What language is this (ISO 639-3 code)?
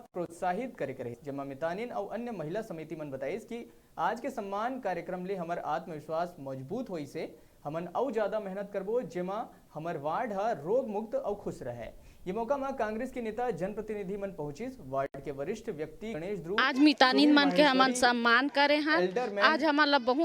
hne